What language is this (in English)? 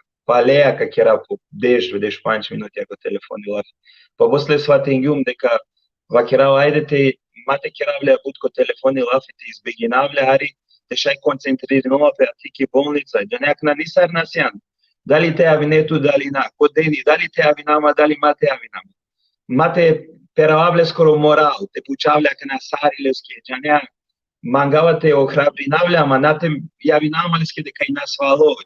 Balkan Romani